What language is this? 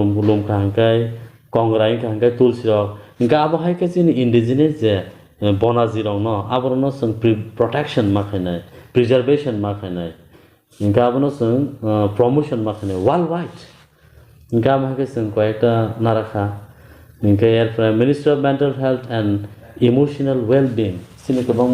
Kok Borok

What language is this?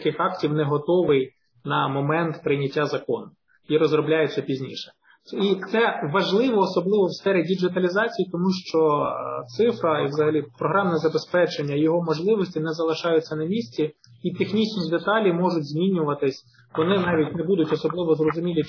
Ukrainian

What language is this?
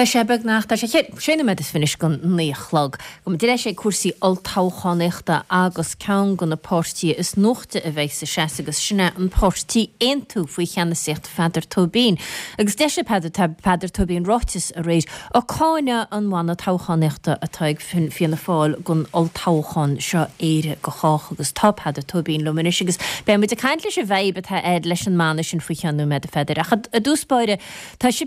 Irish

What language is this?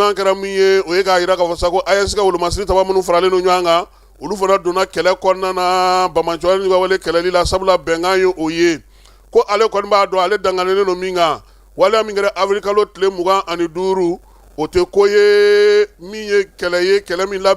Bambara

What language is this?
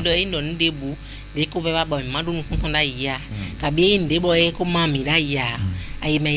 Fon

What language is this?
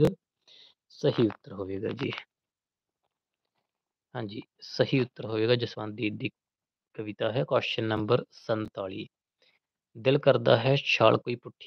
Punjabi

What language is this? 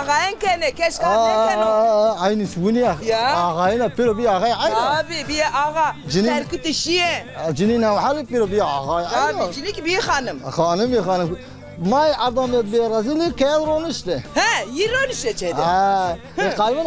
Zaza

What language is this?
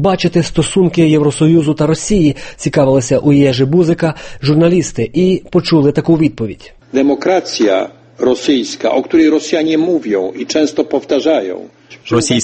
Ukrainian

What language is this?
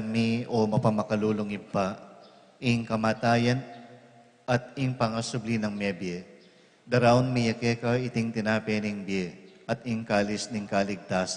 Pampanga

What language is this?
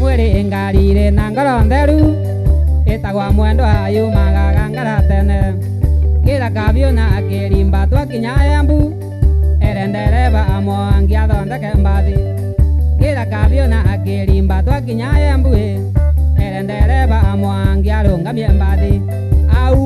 Meru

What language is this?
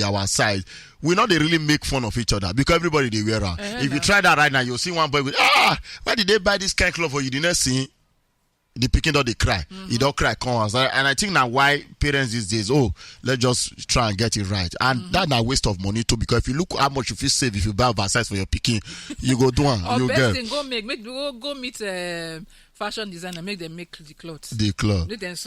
Nigerian Pidgin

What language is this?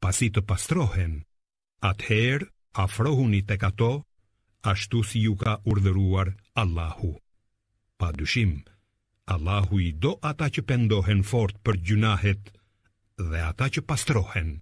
Albanian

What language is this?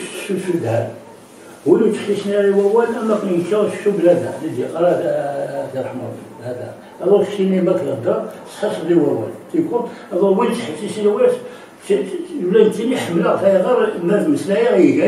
Kabyle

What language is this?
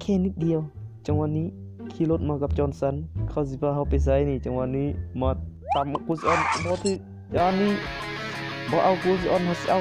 Northeastern Thai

